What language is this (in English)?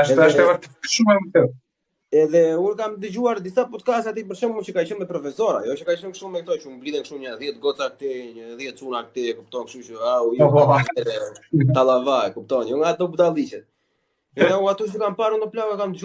Albanian